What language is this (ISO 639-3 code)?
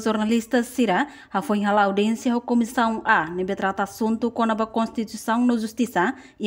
tet